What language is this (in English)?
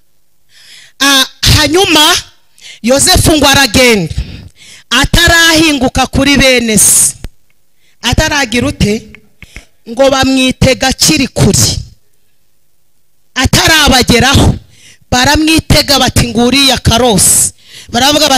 Kinyarwanda